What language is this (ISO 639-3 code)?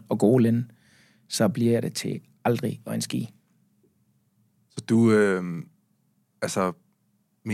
dan